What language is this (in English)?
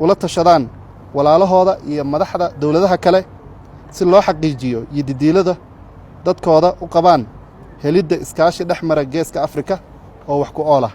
Somali